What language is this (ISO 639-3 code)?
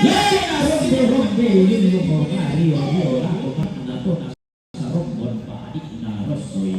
sda